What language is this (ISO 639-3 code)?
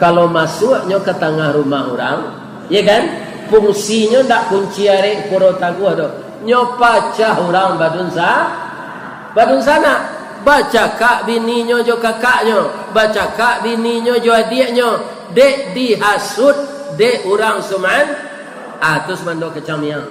min